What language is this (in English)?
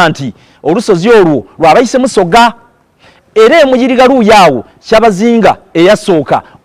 Soga